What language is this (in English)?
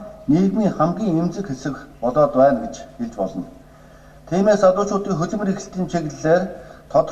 Mongolian